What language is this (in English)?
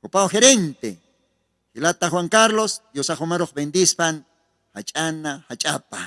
Aymara